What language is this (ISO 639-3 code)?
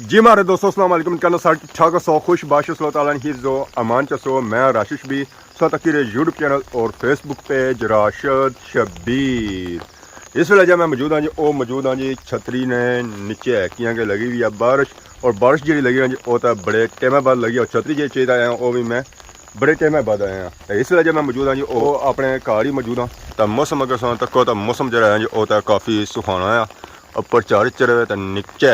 phr